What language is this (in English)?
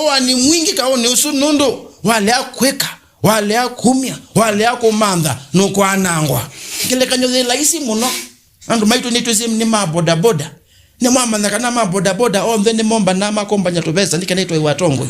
Kamba